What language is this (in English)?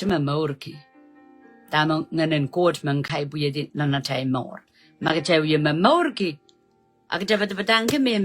Pohnpeian